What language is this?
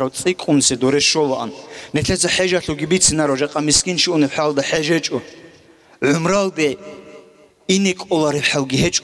Avaric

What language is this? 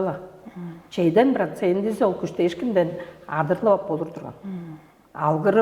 Tuvinian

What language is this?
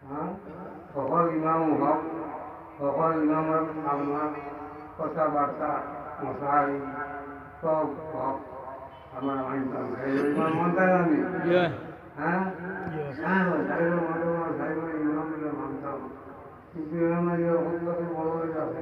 Sylheti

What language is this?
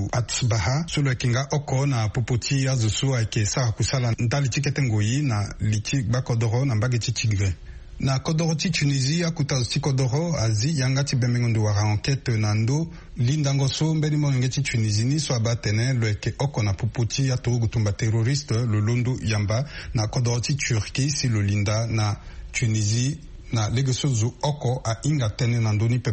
Sango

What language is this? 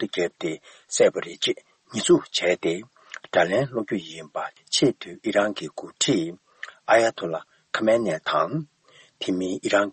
Tibetan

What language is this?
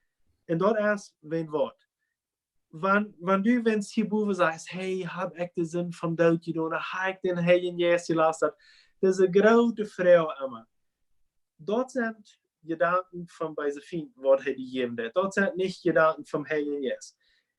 Plautdietsch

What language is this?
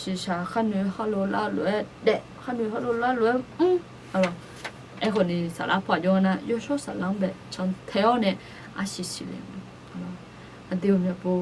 Akha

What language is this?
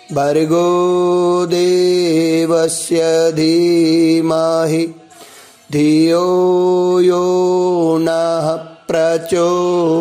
Gujarati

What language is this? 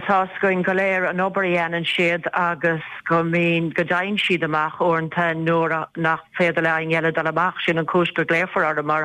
Irish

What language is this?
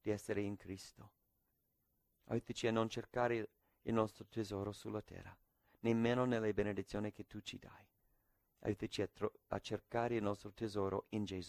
Italian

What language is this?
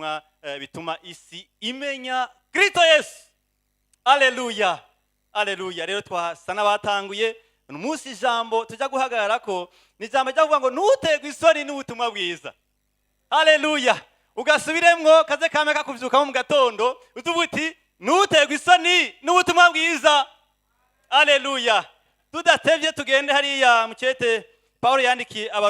Rundi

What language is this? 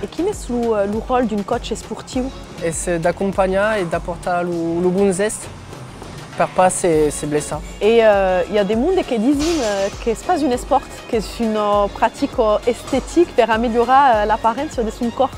Occitan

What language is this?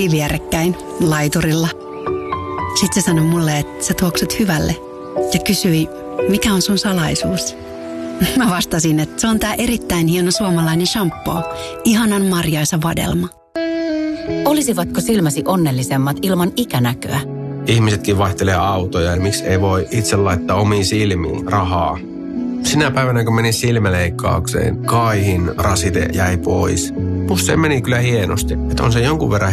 Finnish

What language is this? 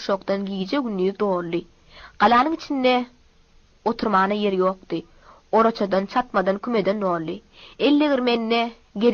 Turkmen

